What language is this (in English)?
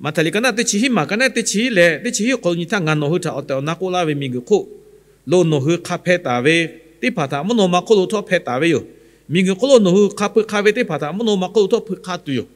Lahu